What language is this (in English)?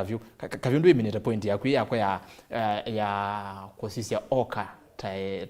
Kamba